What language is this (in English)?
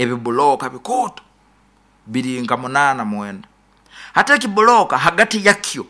Nyoro